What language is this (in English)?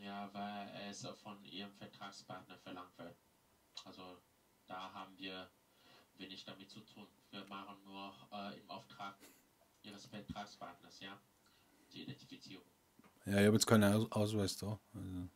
Bavarian